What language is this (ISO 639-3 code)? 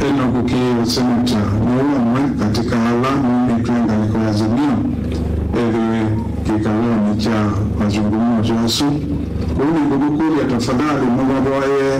kam